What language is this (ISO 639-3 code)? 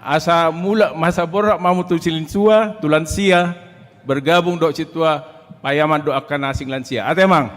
bbc